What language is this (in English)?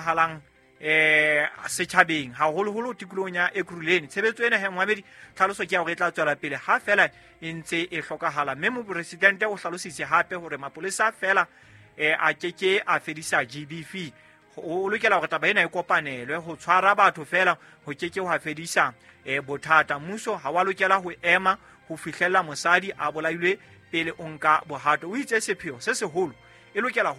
Southern Sotho